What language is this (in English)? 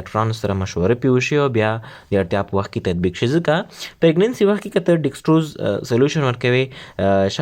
Pashto